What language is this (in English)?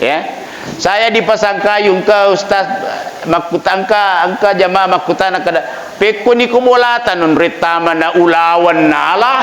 Buginese